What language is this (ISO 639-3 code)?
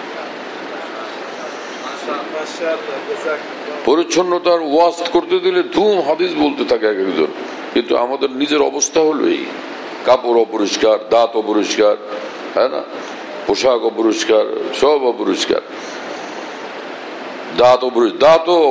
ben